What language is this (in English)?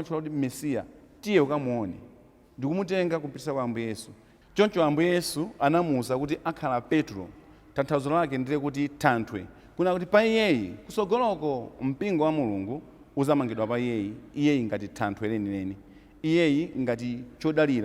Nyanja